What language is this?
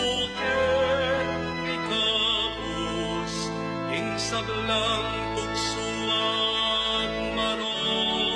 Pampanga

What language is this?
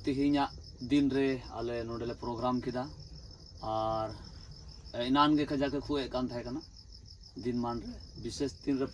Santali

